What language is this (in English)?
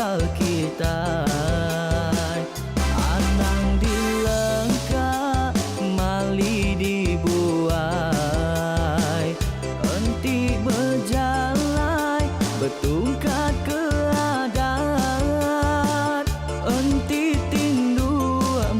Iban